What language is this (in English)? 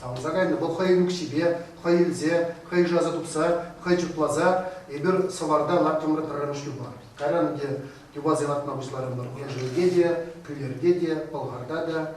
Chuvash